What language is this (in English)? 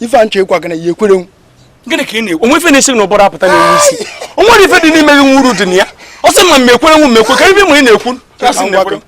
Igbo